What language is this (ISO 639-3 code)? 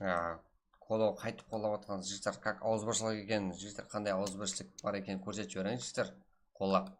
kaa